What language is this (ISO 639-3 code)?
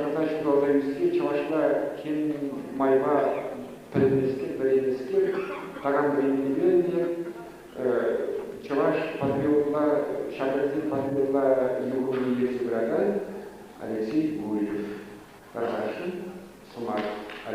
chv